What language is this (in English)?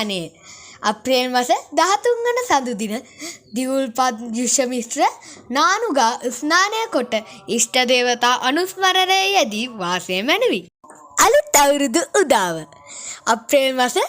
Sinhala